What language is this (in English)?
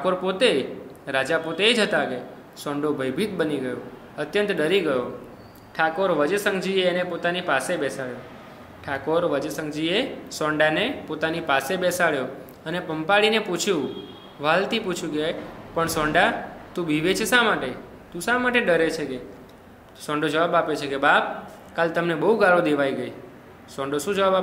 Gujarati